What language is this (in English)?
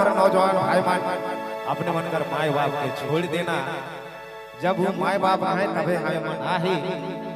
Sadri